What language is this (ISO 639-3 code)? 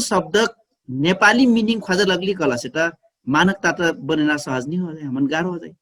thl